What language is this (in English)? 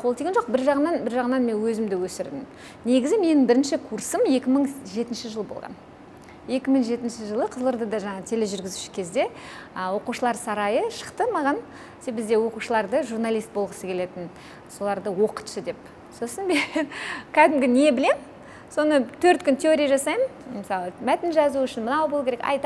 Kazakh